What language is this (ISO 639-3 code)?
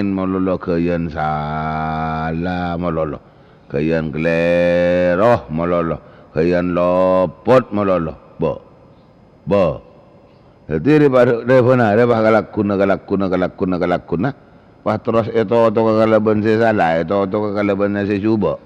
mad